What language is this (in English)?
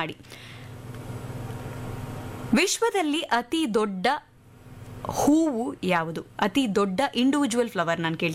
Kannada